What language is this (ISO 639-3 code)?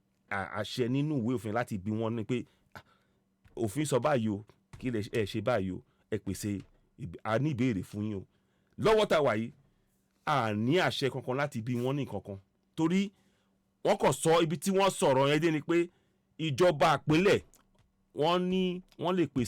yor